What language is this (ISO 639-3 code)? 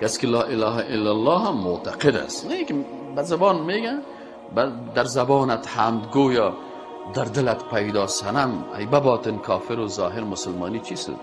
fas